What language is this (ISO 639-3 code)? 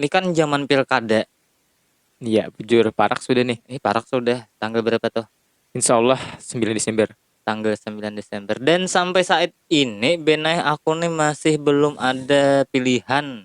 bjn